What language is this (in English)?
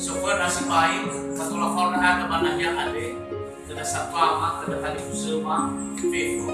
Nias